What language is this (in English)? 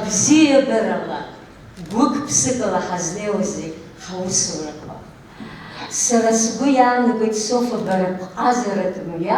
Abkhazian